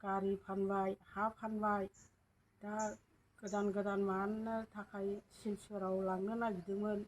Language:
Bodo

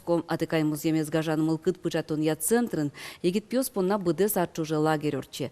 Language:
Udmurt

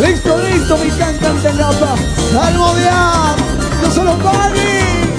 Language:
Chimborazo Highland Quichua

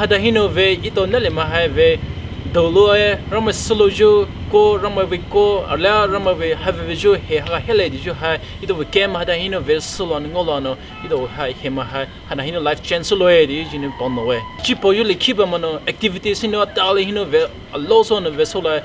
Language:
Poumei Naga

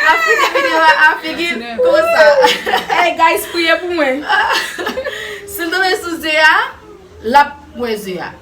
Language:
Haitian Creole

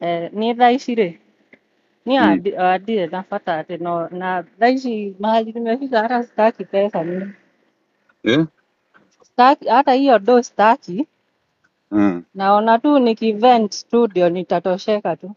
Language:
Kikuyu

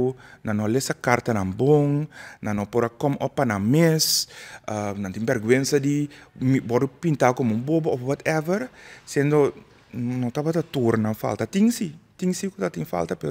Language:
Papiamento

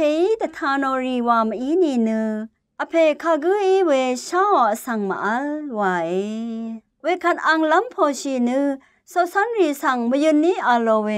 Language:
Rawang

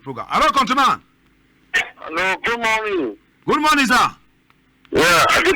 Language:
Cameroon Pidgin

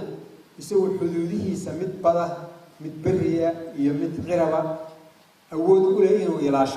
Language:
Somali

